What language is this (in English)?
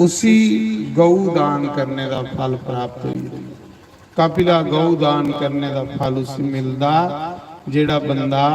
Dogri